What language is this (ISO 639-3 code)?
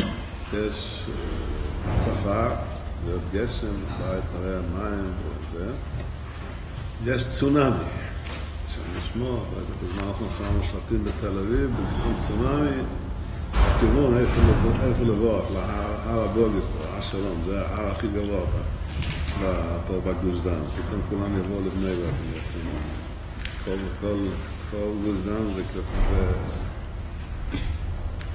heb